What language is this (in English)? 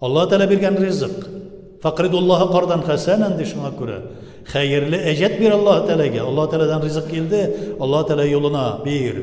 Tatar